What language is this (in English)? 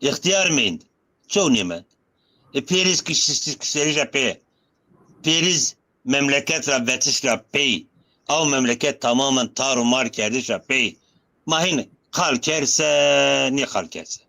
Zaza